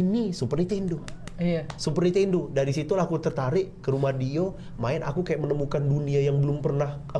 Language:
Musi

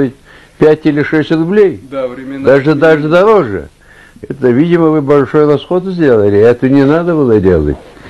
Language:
Russian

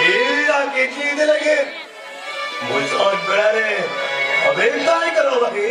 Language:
Santali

